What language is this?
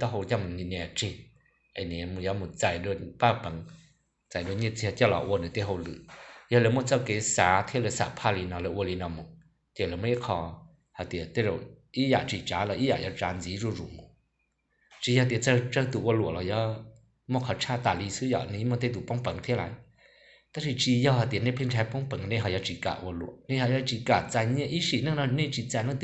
Hmong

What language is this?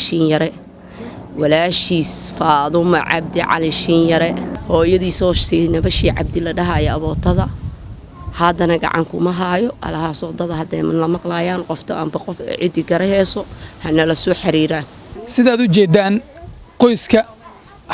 Somali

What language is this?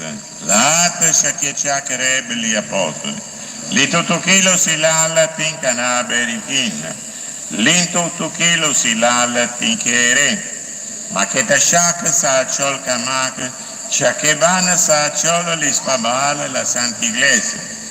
Kekchí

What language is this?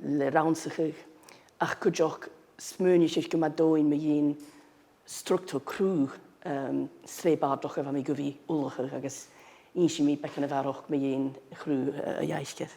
Scottish Gaelic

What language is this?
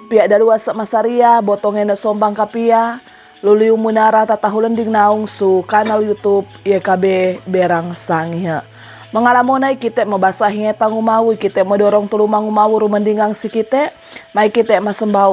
Sangir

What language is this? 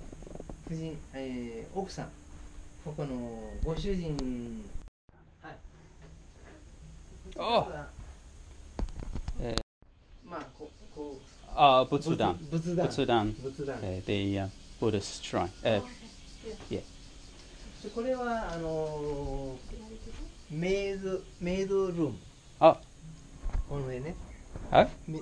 Japanese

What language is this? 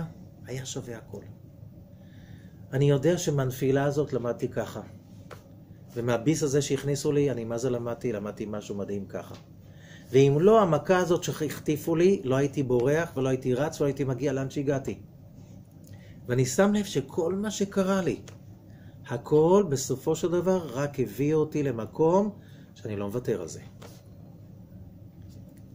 Hebrew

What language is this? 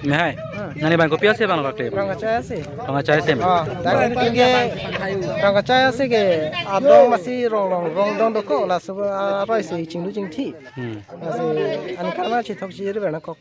Karbi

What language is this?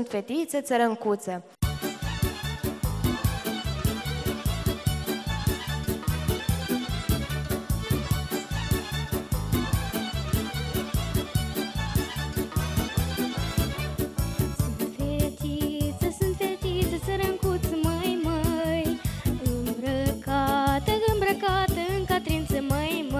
Romanian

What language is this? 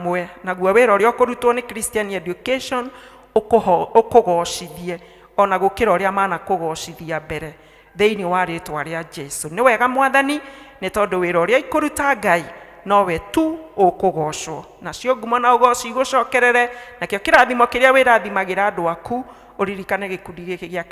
Kikuyu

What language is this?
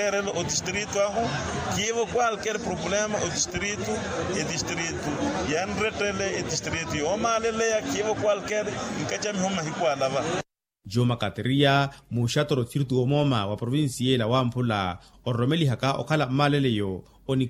Makhuwa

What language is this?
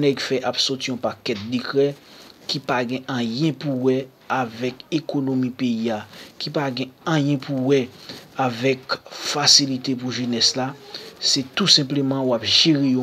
Haitian Creole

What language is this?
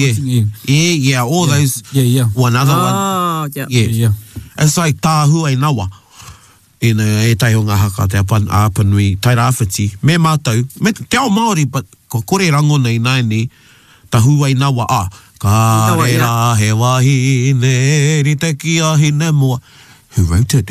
Māori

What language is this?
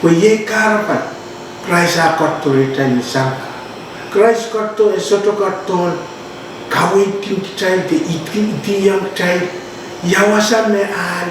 Pohnpeian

